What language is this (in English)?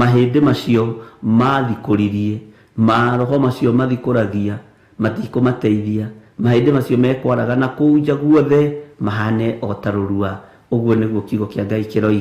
Kikuyu